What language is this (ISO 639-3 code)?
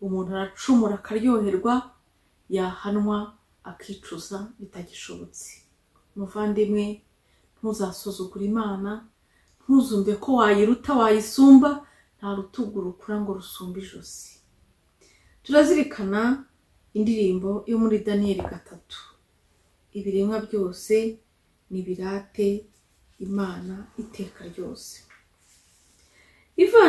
kin